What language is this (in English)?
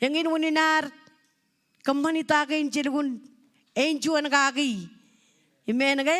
Marshallese